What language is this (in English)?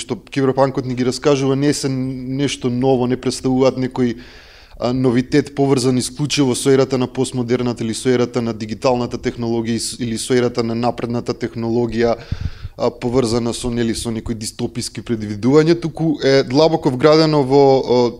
Macedonian